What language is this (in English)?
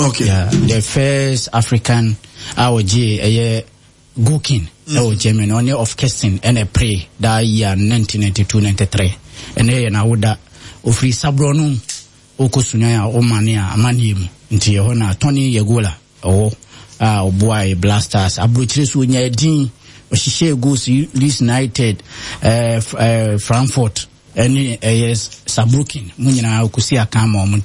Akan